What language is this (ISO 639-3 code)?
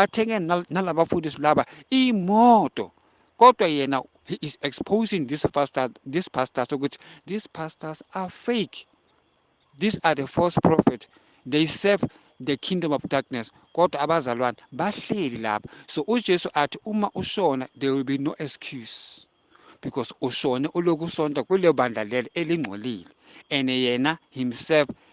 zul